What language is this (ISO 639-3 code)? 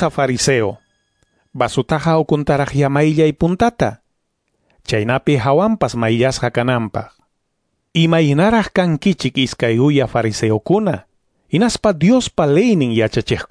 que